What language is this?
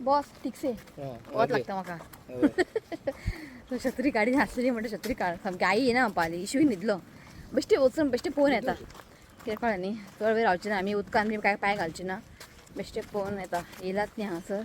Konkani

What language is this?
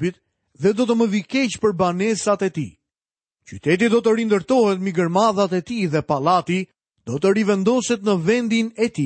Albanian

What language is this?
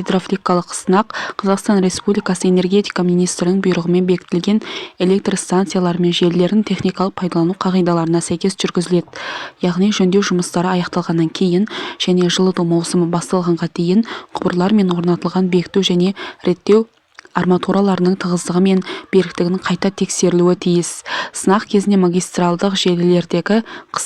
Kazakh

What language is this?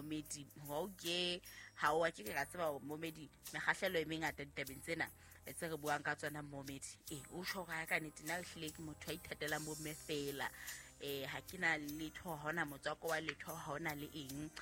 Southern Sotho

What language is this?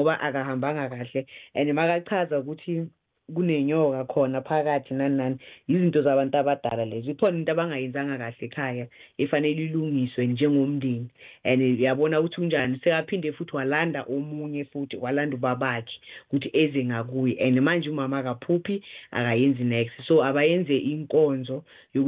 South Ndebele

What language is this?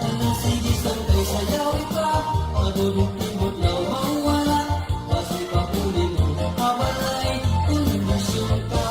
Waray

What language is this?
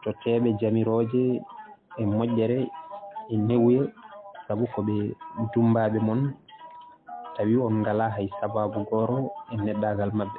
Fula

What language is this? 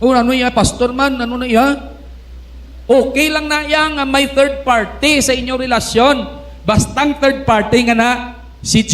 Hiligaynon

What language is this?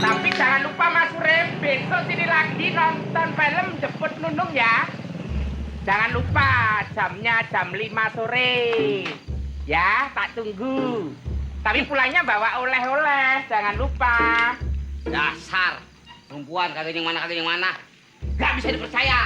Betawi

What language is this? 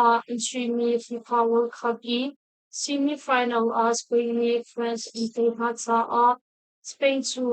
Hakha Chin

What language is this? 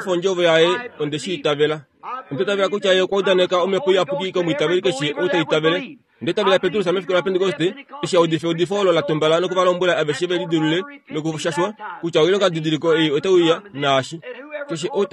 Kuanyama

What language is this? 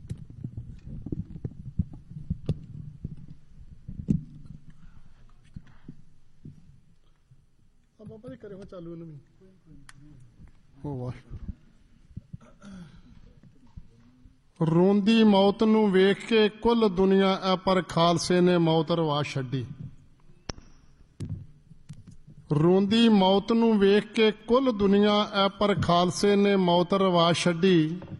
Punjabi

